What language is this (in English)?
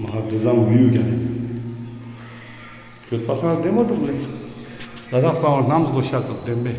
Ladakhi